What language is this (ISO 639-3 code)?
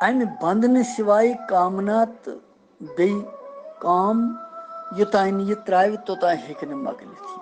kas